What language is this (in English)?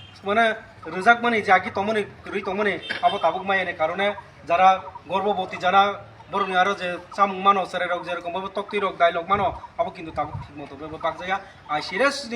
Kok Borok